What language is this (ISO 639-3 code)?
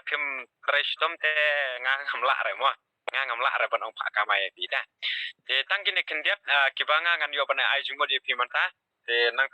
kha